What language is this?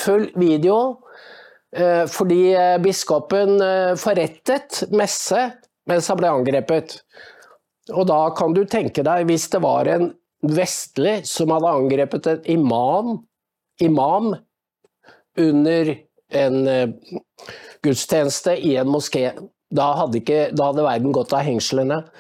Norwegian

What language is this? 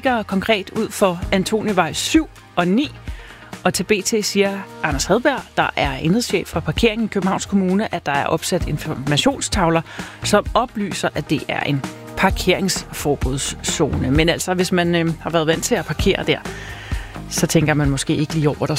Danish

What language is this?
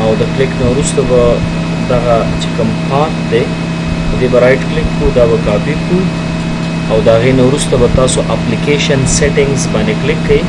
Pashto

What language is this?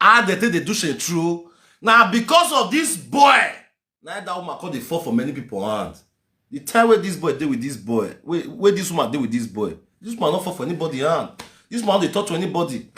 Nigerian Pidgin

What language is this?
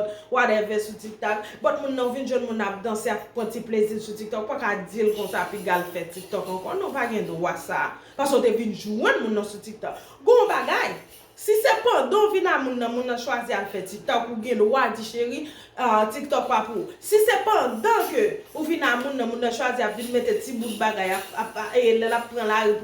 Haitian Creole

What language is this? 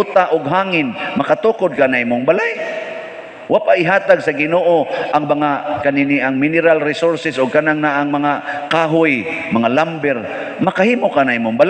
Cebuano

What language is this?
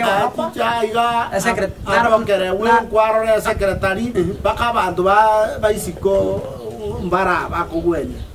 Gusii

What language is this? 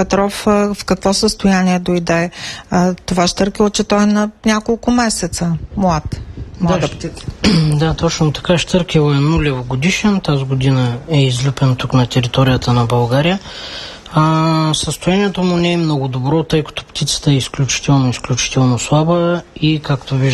Bulgarian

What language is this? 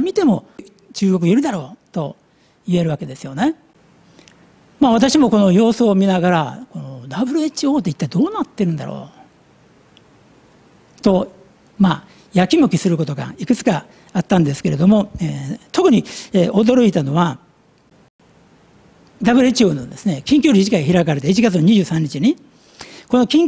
Japanese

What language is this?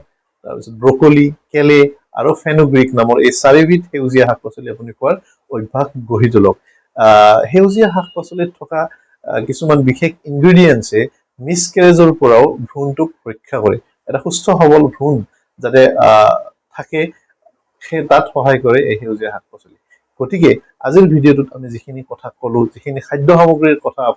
Assamese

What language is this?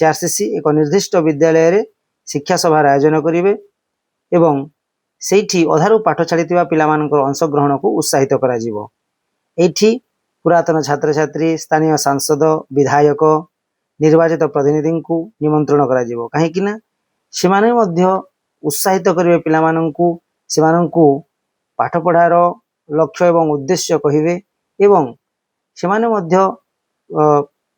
Odia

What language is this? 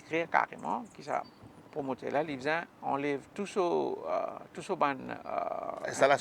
Morisyen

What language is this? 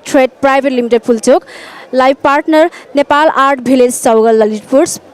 Newari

